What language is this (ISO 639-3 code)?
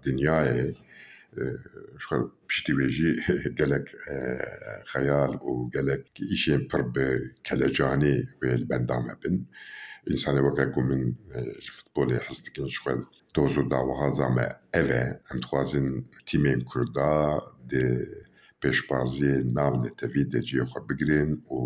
kur